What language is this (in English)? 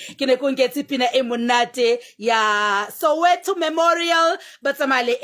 Southern Sotho